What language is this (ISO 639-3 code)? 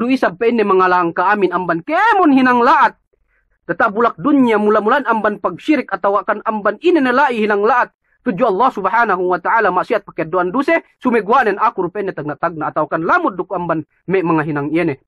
yka